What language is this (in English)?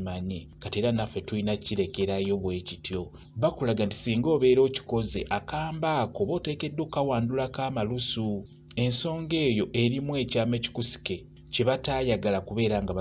Ganda